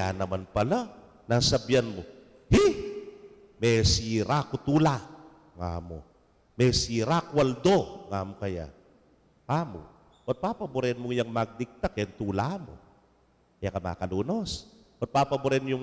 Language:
Pampanga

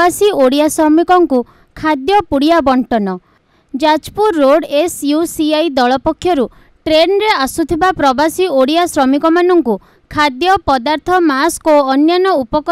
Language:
Odia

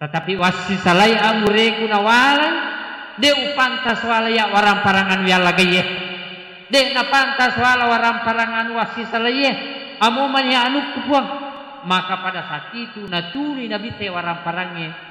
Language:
Buginese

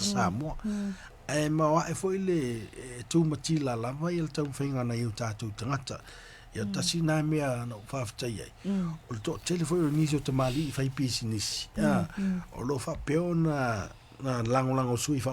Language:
Samoan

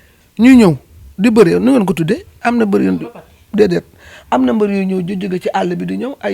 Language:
Wolof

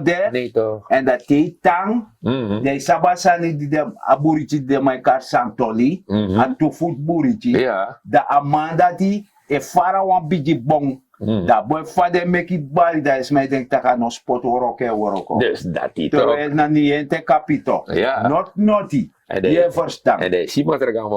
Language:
Sranan Tongo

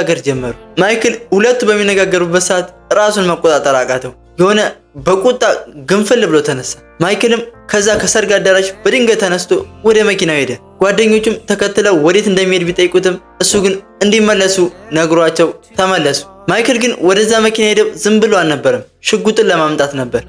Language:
Amharic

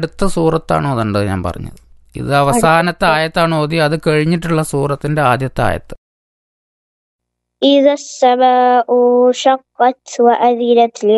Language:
Malayalam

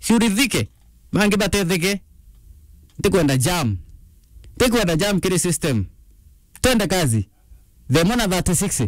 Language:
Meru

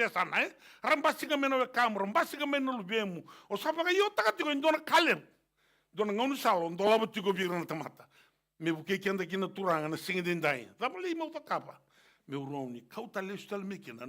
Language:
Fijian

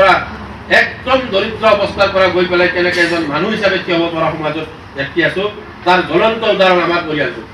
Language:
Assamese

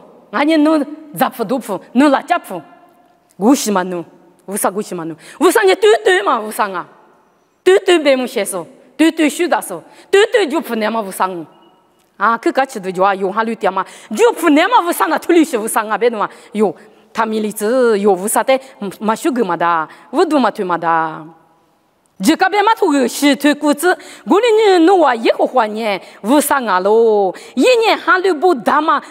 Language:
Lisu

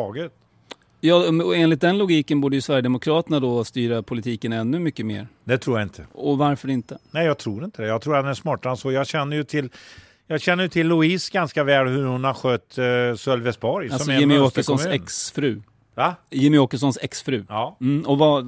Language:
Swedish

